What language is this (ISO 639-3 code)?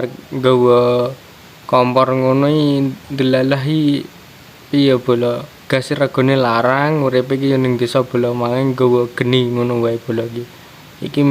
jav